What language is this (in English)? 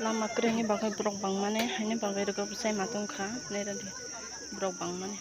Kok Borok